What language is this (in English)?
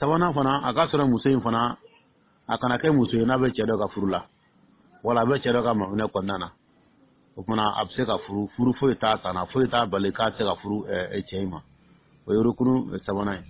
Dyula